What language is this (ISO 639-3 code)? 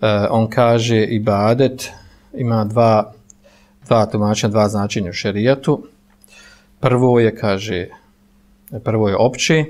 bos